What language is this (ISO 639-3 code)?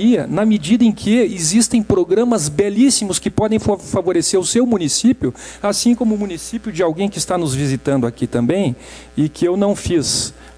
por